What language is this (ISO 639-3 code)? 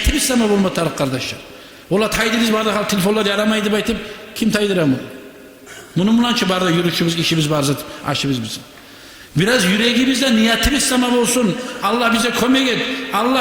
kum